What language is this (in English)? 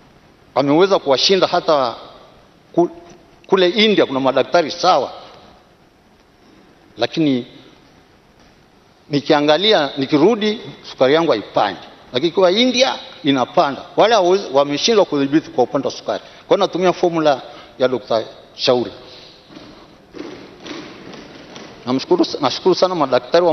Swahili